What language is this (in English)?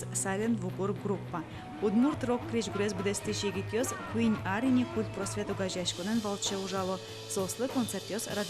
Udmurt